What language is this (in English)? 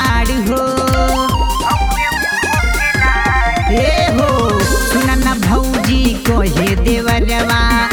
Bhojpuri